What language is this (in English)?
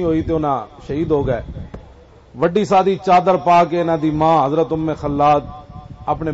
Western Panjabi